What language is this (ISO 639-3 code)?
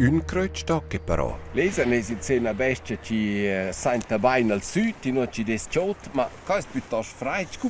roh